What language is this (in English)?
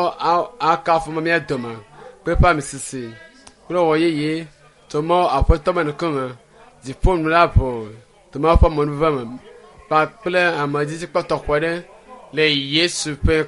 Ewe